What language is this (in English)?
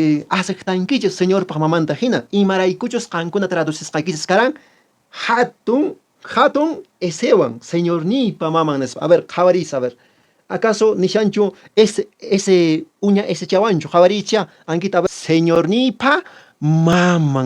Quechua